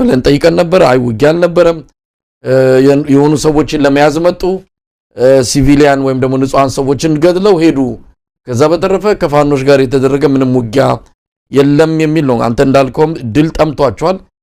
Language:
Amharic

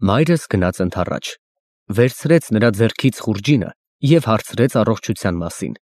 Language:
Armenian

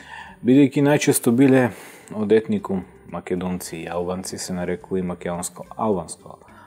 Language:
Macedonian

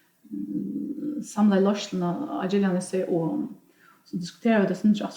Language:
Faroese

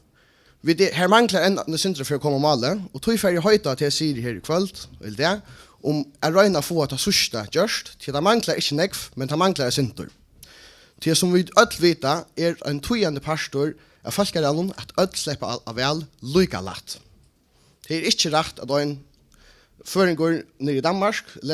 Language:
Faroese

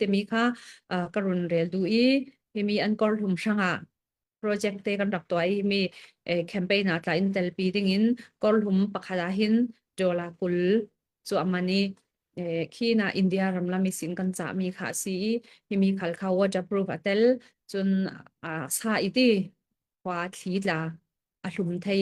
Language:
Falam Chin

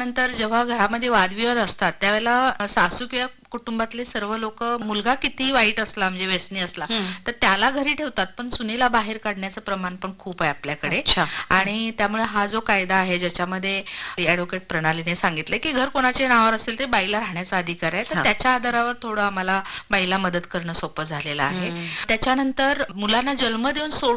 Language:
Marathi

